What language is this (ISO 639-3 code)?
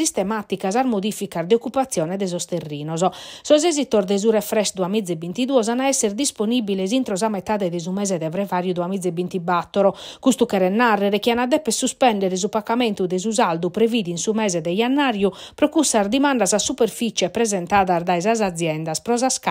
srd